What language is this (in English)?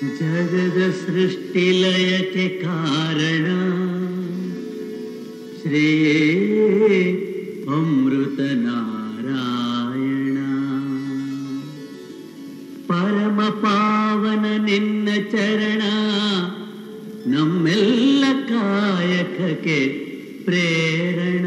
Kannada